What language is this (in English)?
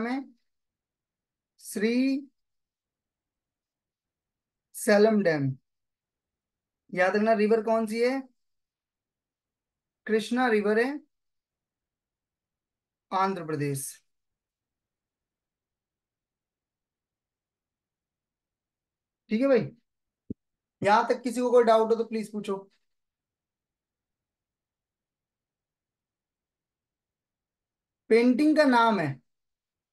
Hindi